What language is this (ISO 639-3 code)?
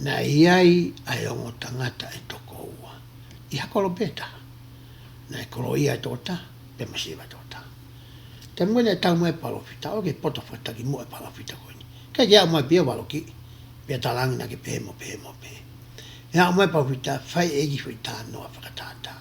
ton